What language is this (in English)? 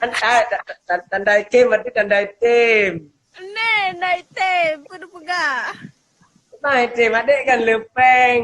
Achinese